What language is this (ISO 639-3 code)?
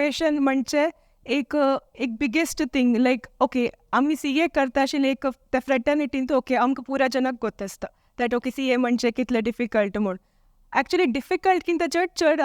kok